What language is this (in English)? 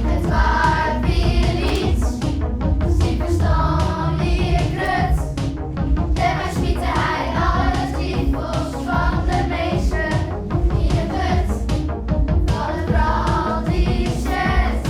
Western Frisian